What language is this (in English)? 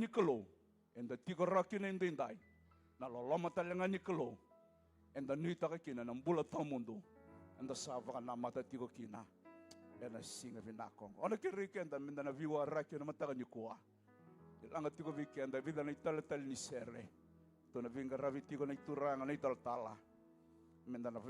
Fijian